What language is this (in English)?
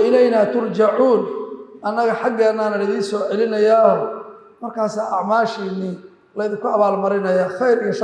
Somali